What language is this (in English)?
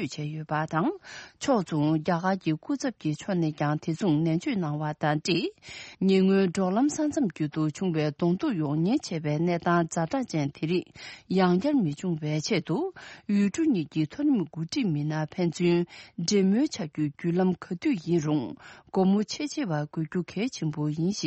Tibetan